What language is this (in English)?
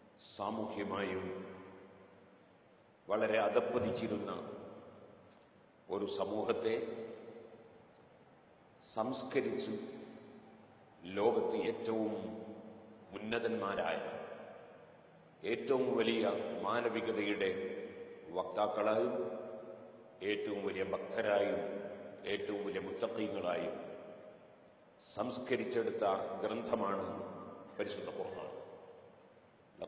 Malayalam